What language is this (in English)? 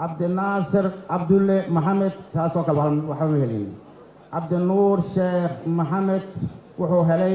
Somali